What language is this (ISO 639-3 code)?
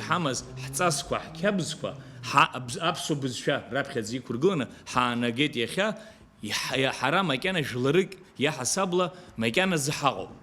abk